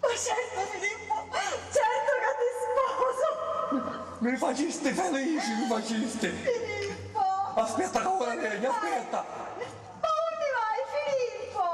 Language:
Sicilian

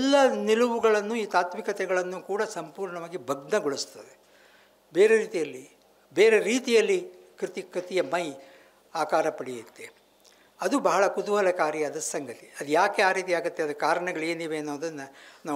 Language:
Kannada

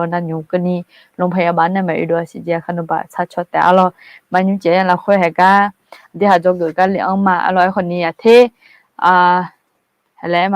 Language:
Akha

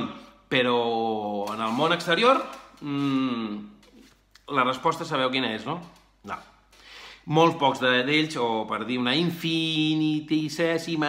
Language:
Catalan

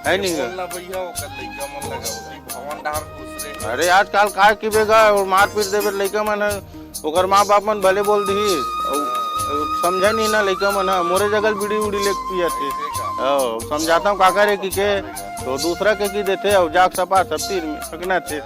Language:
Chhattisgarhi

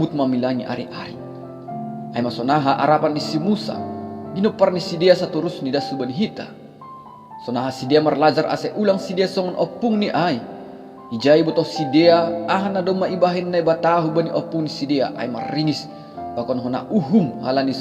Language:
Batak Simalungun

